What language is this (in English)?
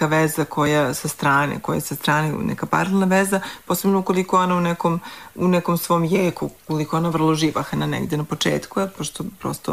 Serbian